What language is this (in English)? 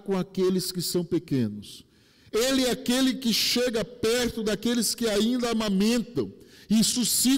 Portuguese